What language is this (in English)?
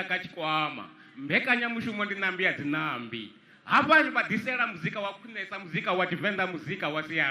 Venda